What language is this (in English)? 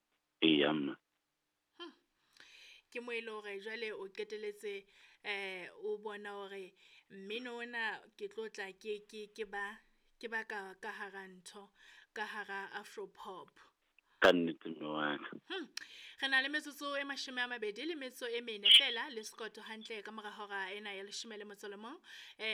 Southern Sotho